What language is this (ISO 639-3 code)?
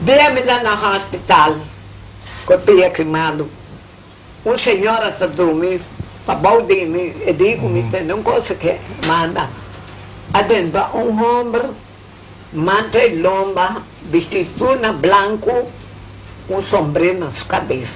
pap